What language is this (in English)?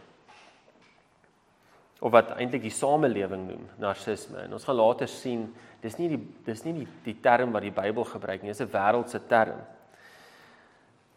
Afrikaans